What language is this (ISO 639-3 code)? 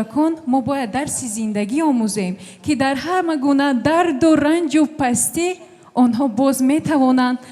tgk